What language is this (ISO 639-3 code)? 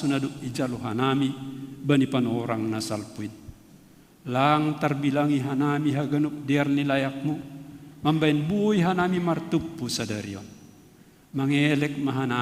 bts